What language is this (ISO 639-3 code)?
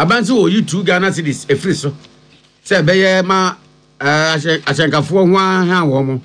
aka